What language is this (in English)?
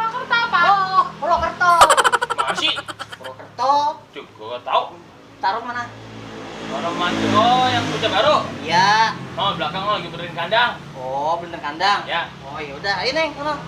Betawi